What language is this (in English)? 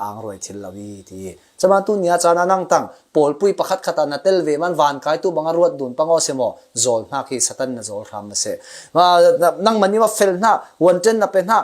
Falam Chin